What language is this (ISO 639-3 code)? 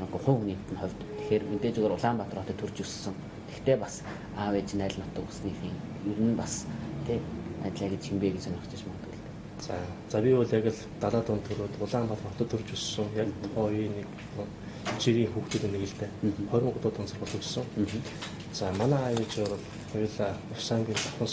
mon